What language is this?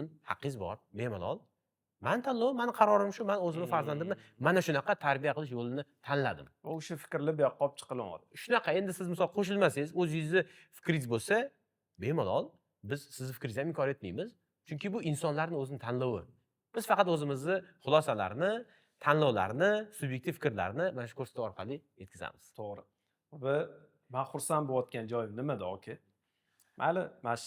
Uzbek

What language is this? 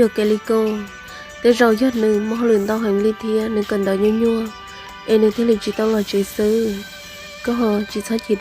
Hmong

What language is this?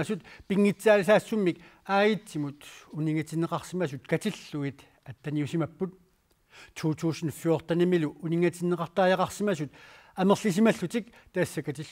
Kalaallisut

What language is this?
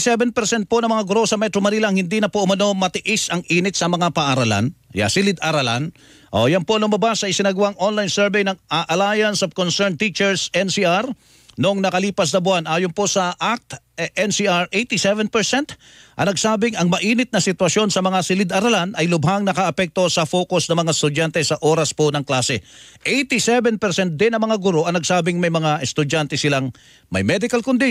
Filipino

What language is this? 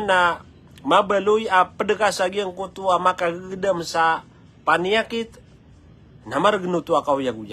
Maranao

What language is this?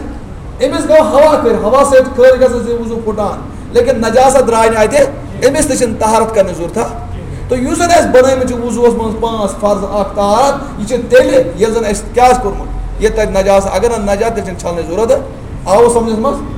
Kashmiri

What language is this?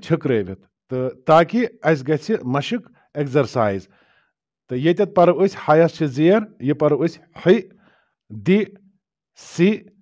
Kashmiri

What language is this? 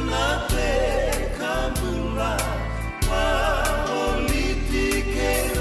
Fijian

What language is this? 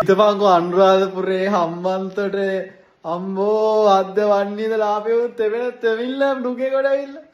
Sinhala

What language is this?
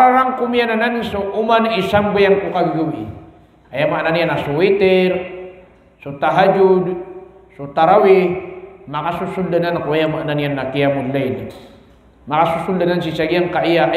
Maranao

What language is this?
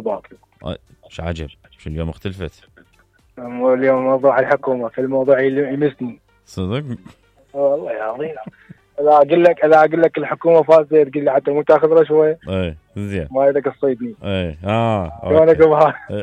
Mesopotamian Arabic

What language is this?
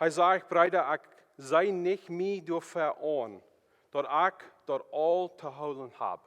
Plautdietsch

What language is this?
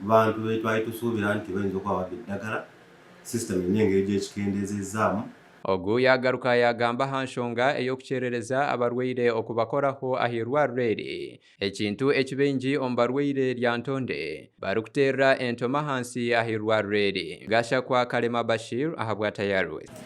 Nyankole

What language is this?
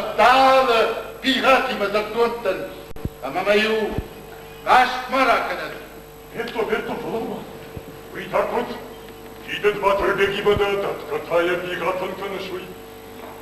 Ossetic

